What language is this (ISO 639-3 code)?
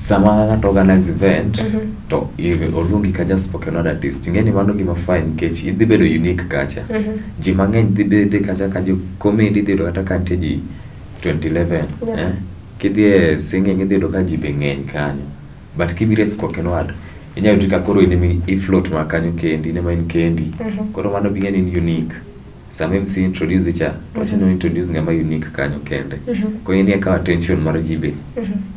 luo